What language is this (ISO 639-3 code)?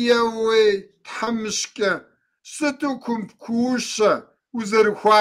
kbd